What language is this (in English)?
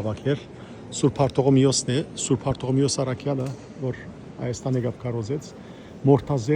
Western Armenian